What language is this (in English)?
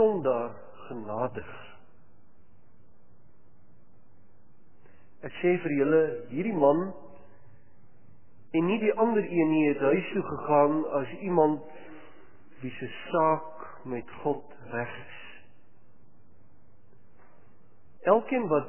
Afrikaans